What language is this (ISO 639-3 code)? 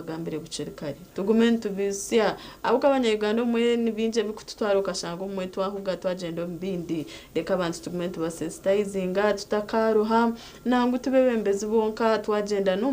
nyn